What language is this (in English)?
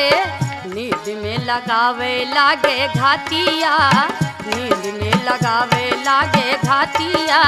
Bhojpuri